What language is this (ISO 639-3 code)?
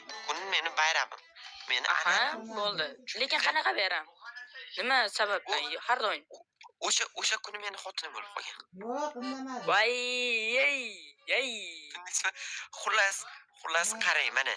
uzb